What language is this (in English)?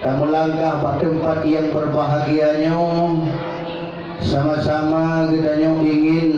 Achinese